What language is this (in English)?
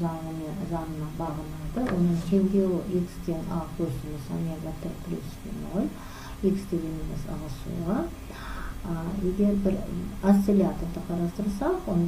Kazakh